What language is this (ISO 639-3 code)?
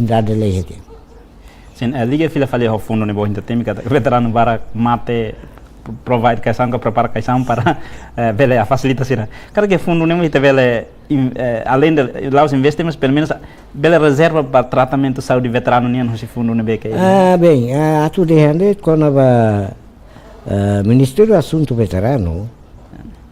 tet